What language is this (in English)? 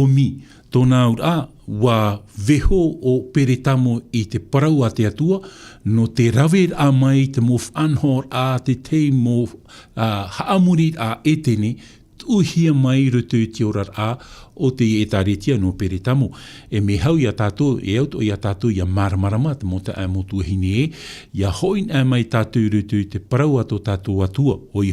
Tahitian